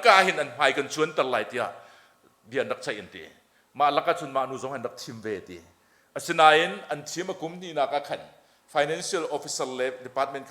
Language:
Hakha Chin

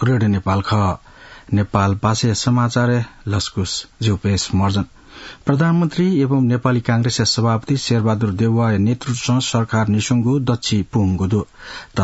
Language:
Newari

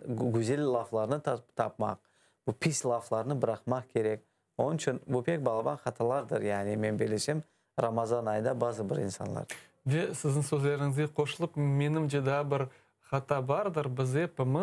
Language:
Crimean Tatar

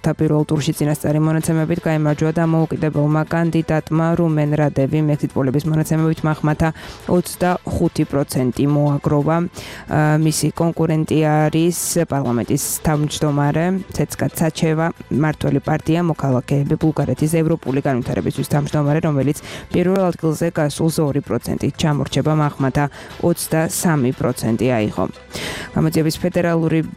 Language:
Georgian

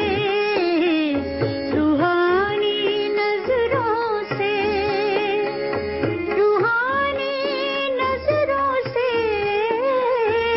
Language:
Hindi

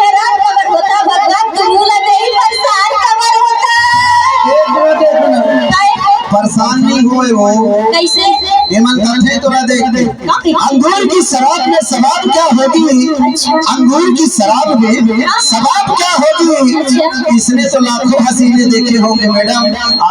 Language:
Chhattisgarhi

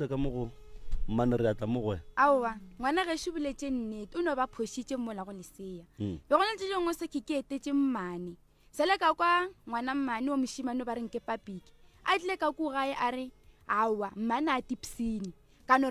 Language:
Northern Sotho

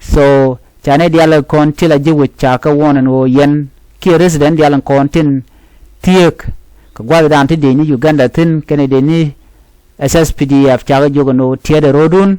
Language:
Nuer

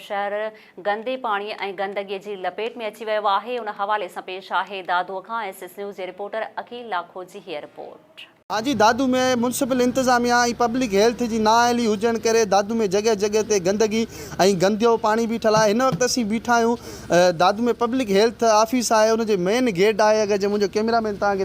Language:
Sindhi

